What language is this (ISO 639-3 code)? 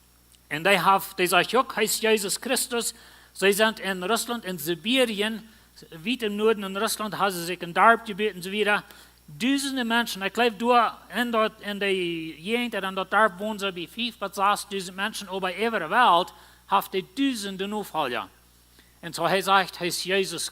pdt